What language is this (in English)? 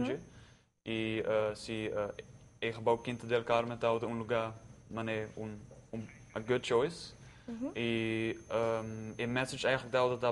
Papiamento